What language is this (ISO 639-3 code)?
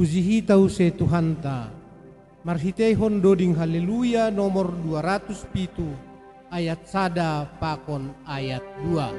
bts